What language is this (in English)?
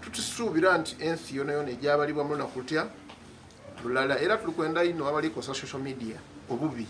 Soga